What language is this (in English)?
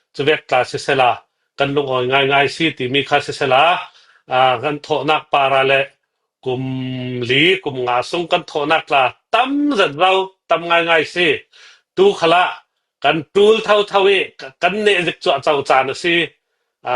Hakha Chin